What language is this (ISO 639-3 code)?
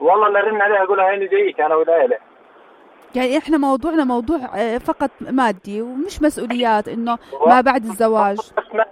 apc